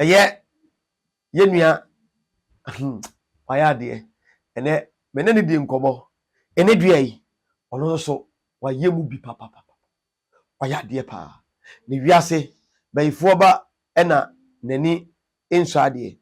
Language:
Akan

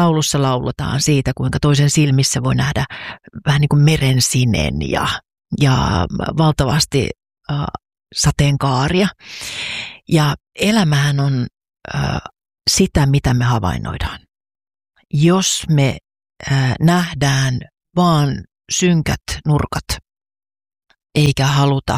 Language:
Finnish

